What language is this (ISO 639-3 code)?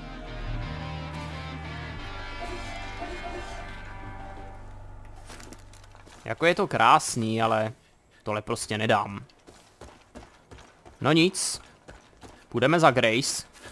ces